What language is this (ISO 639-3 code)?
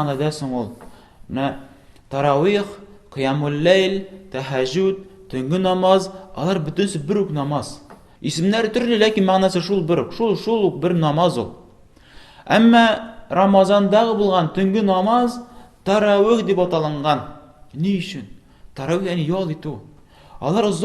tat